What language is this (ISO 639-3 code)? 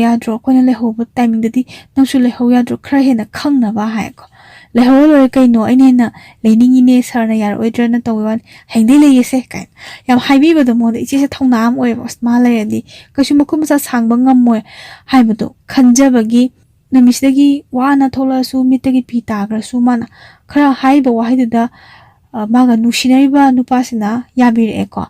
mni